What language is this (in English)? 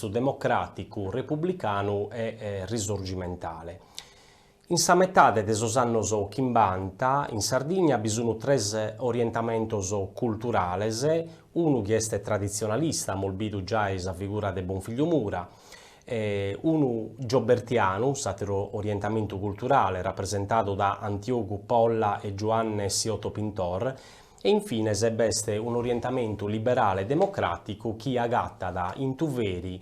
Sardinian